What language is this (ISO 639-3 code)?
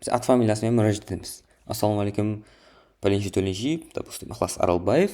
kaa